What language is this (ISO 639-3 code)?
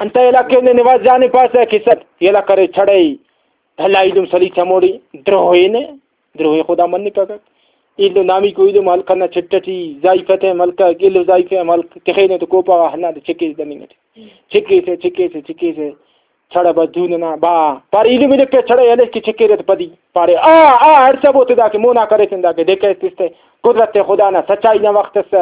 brh